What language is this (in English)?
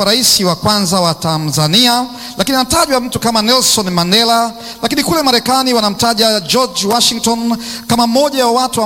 Swahili